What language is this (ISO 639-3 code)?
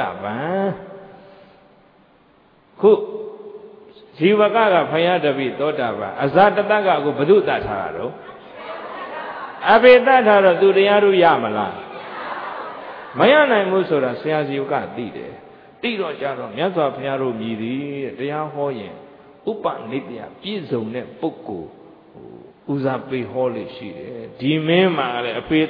mya